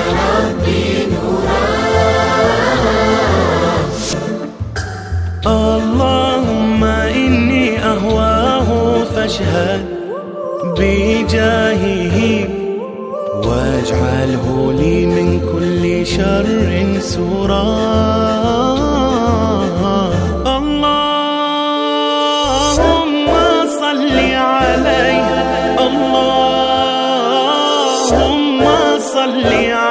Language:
Arabic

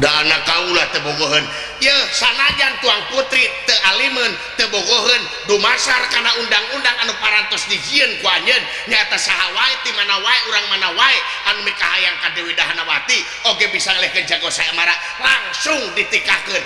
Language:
Sundanese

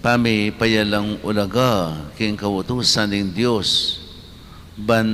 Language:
Pampanga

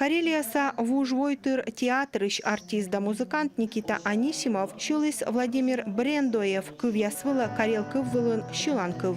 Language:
Komi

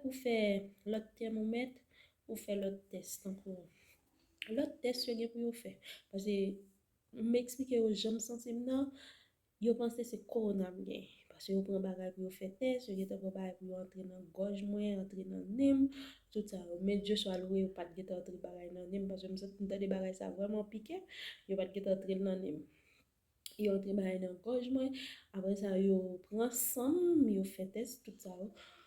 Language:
Haitian Creole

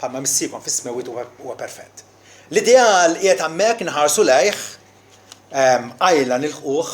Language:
Maltese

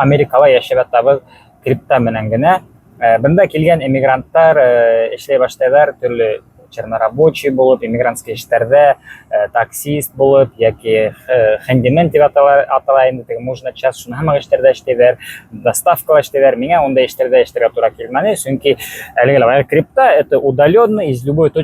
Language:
Bashkir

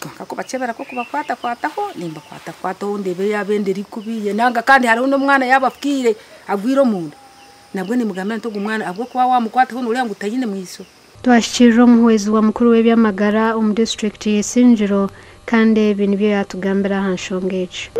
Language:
Nyankole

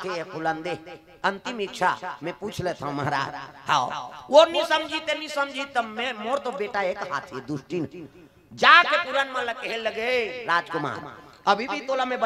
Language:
Chhattisgarhi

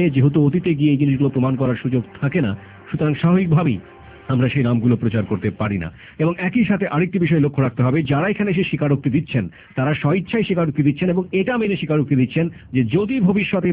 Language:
Bangla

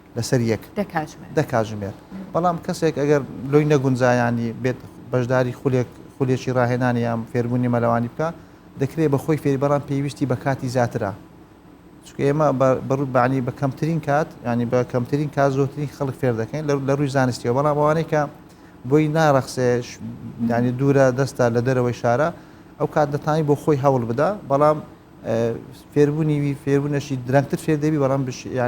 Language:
Central Kurdish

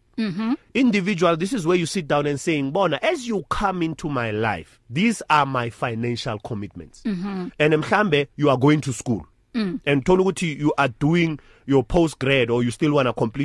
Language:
English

